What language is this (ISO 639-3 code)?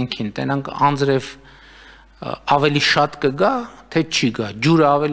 hye